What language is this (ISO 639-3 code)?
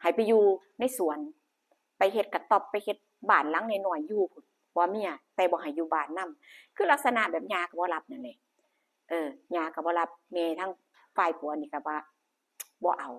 lao